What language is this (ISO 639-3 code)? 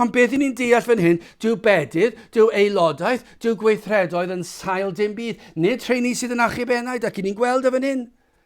cym